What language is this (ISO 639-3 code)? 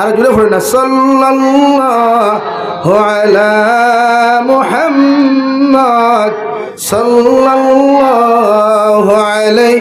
syl